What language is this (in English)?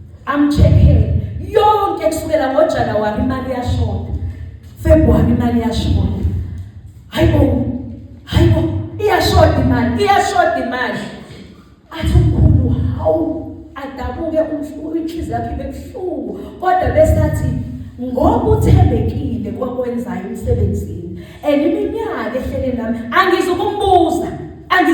Zulu